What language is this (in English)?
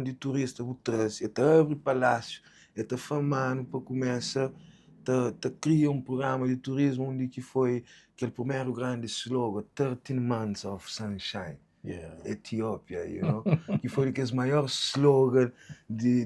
Kabuverdianu